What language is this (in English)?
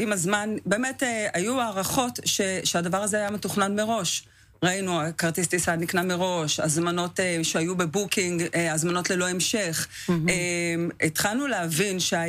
Hebrew